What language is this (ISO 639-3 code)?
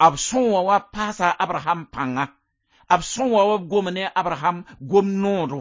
mos